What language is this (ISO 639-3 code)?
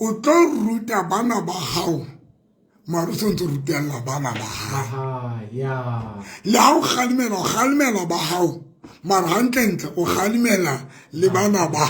sot